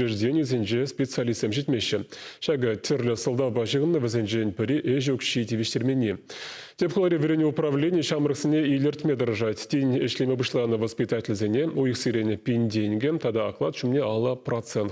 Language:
Chuvash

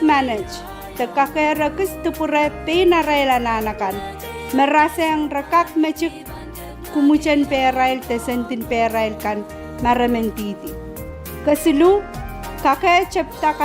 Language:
Pohnpeian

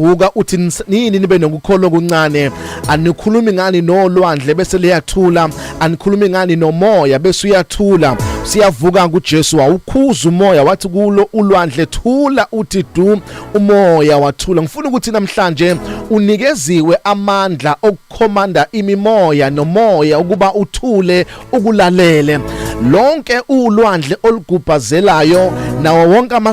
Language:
Zulu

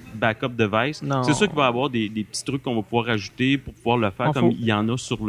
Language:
French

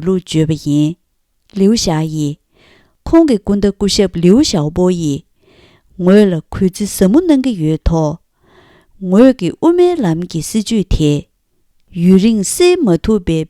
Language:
Tibetan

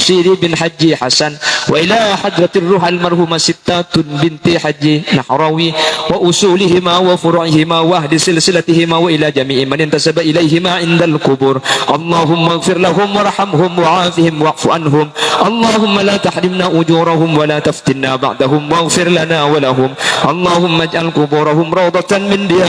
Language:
Madurese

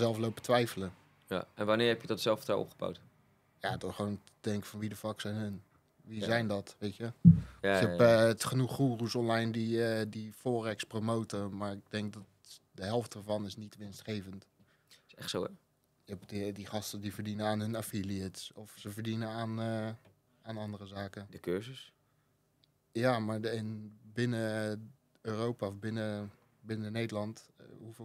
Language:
Dutch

